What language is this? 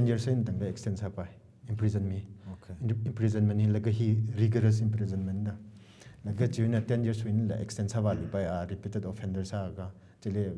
Tangkhul Naga (India)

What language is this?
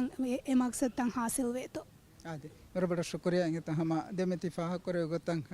Divehi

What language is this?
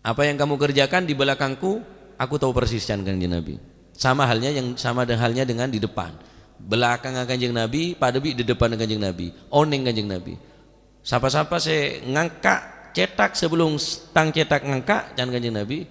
Madurese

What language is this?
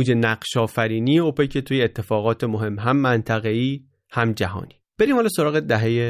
Persian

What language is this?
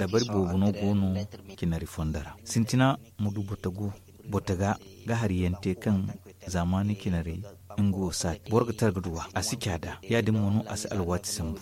Zarma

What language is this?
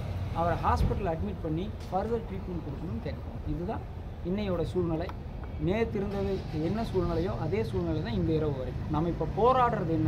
Tamil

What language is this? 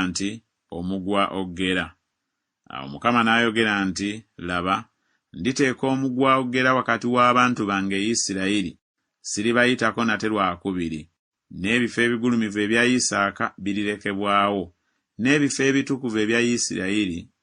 Ganda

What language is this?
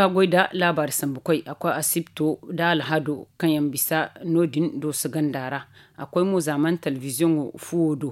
Zarma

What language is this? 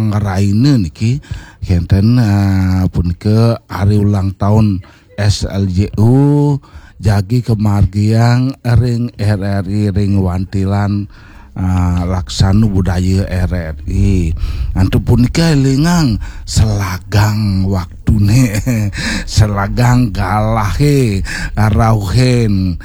Balinese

